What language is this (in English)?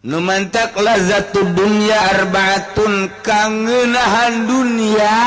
Sundanese